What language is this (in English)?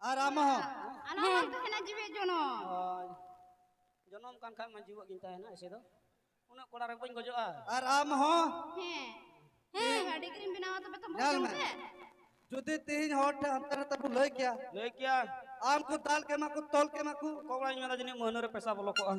Santali